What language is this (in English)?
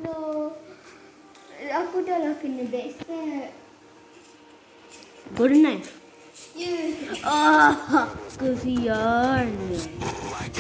Malay